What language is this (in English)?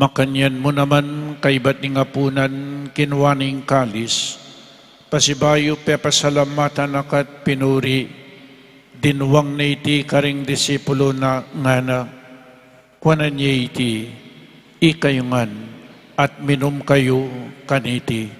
Pampanga